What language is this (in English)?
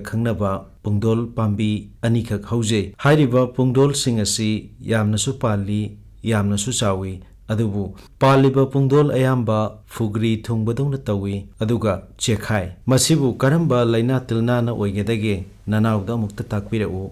Manipuri